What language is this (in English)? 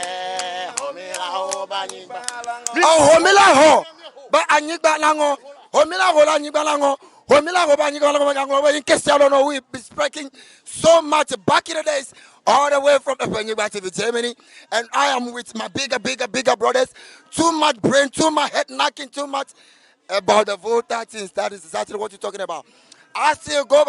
Ewe